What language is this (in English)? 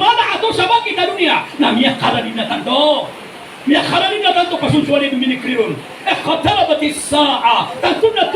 Maranao